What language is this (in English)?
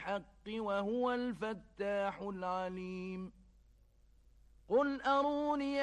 Arabic